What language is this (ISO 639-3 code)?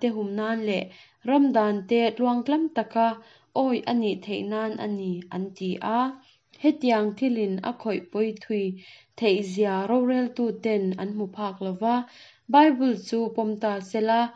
lus